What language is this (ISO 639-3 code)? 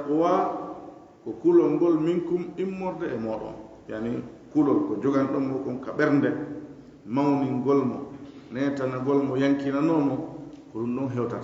ful